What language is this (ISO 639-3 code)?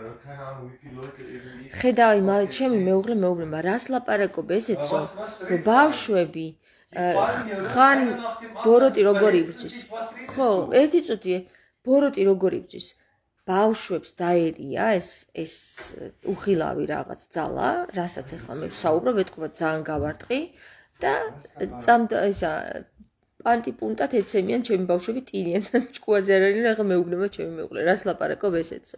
kat